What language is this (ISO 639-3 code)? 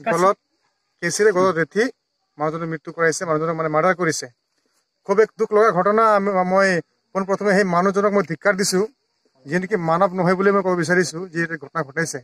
asm